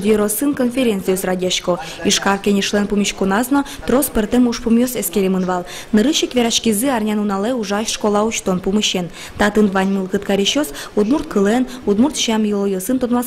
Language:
Udmurt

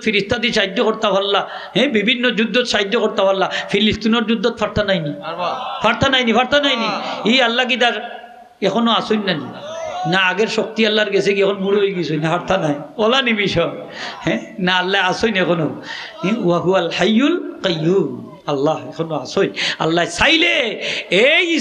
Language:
Sylheti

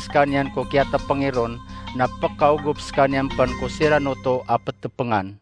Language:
Maranao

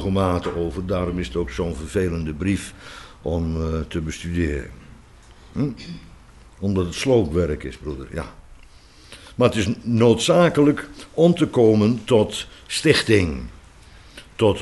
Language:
Dutch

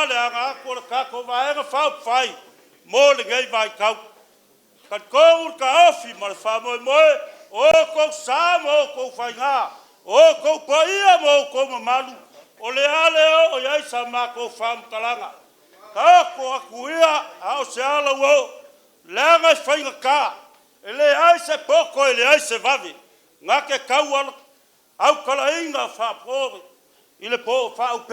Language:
Samoan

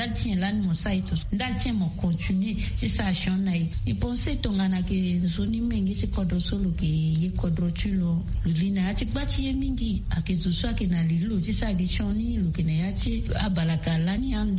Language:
Sango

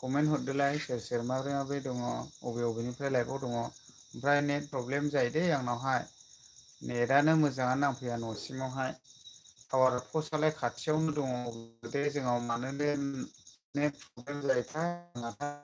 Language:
Bodo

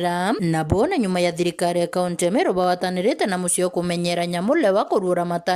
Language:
Meru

